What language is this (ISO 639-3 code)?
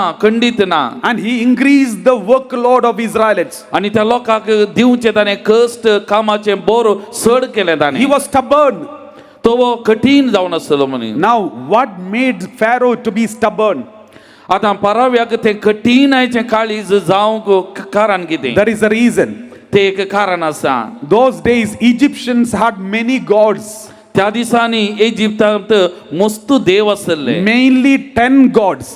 kok